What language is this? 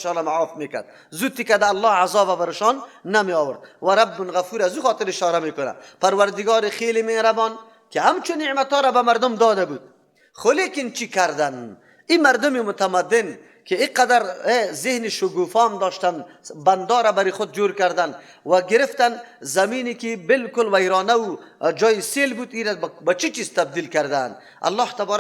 Persian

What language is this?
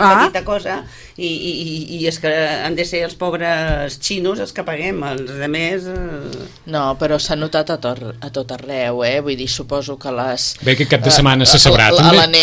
Catalan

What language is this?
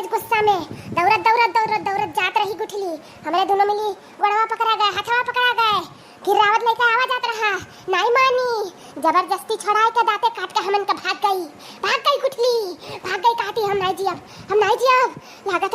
Awadhi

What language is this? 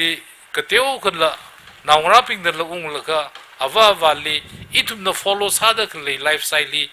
Tangkhul Naga (India)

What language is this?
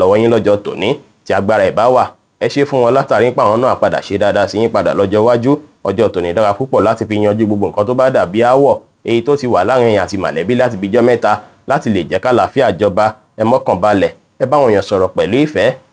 Yoruba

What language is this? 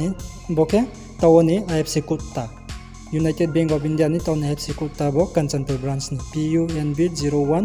Riang (India)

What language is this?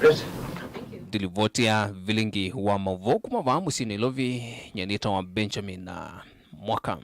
Kamba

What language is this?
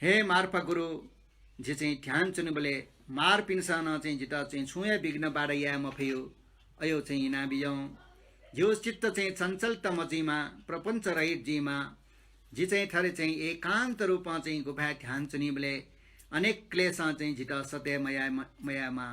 Newari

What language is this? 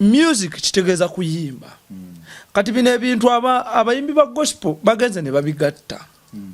Ganda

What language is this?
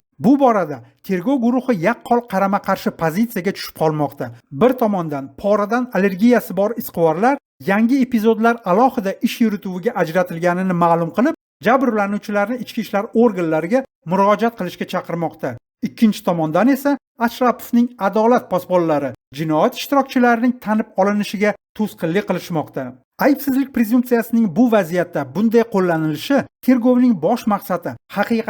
Uzbek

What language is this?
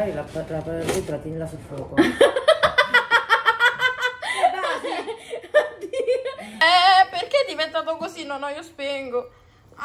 Italian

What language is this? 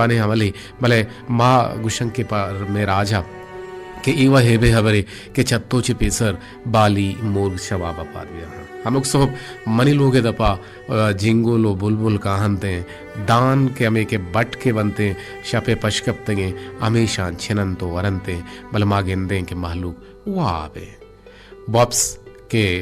Baluchi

